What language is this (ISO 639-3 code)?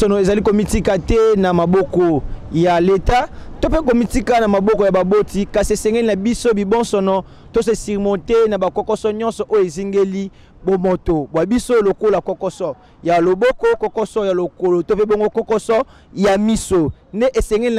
lin